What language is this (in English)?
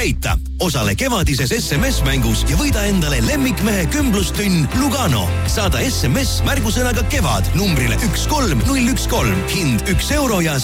Estonian